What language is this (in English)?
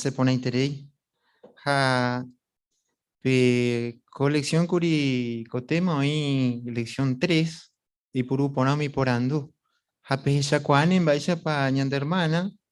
Guarani